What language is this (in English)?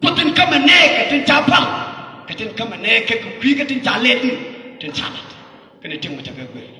Nuer